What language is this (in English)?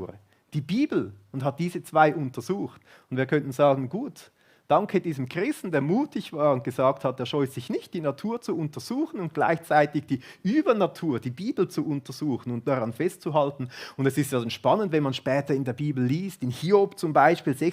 Swiss German